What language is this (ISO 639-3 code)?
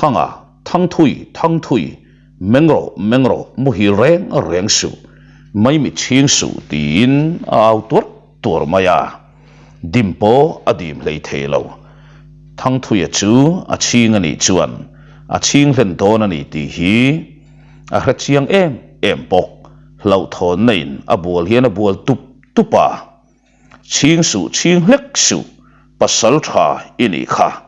lus